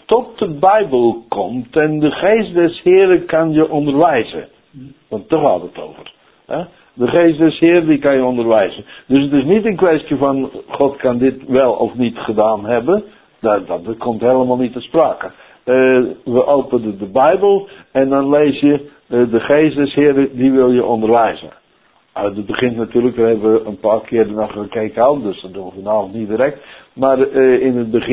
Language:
Dutch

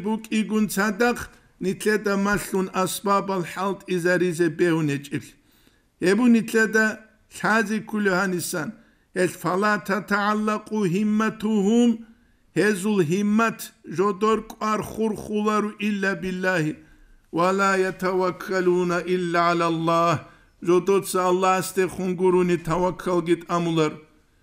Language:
Avaric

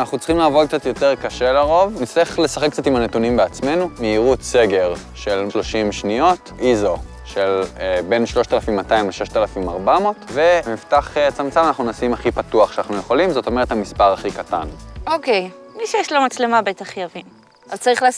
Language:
Hebrew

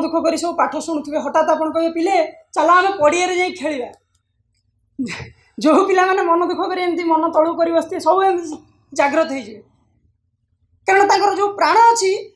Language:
Odia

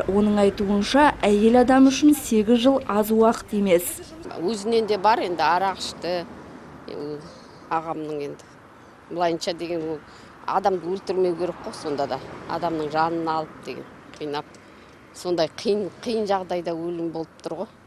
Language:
Kazakh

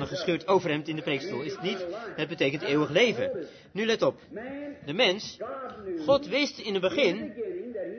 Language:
Dutch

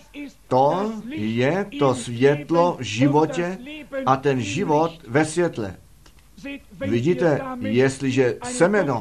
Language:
Czech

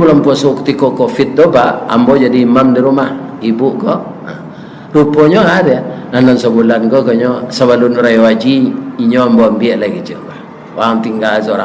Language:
Minangkabau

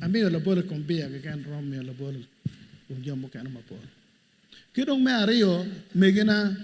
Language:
Acoli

